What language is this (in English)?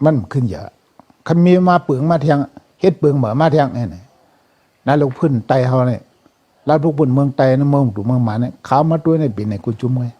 Shan